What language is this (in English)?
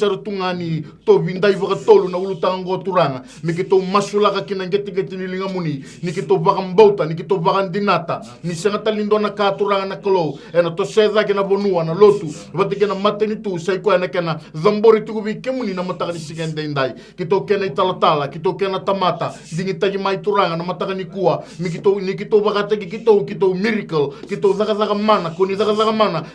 Fijian